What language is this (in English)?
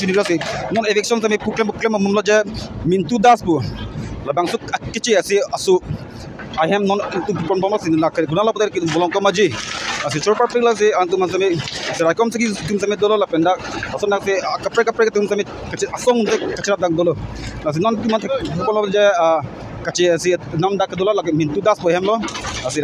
Karbi